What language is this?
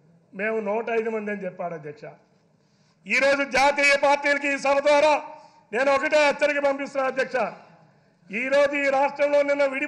Telugu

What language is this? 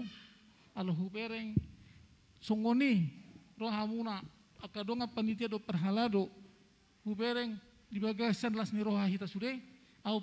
Batak Toba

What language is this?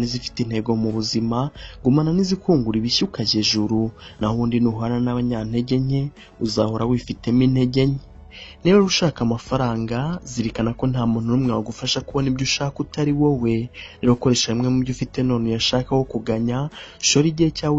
Kinyarwanda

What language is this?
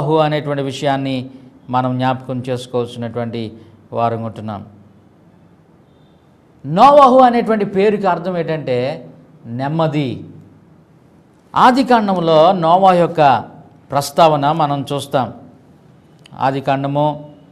Telugu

